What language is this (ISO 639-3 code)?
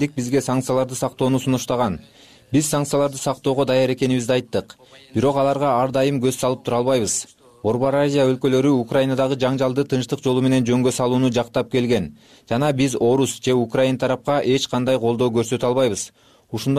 kir